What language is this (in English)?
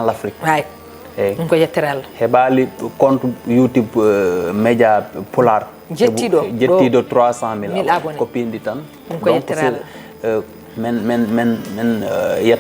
Fula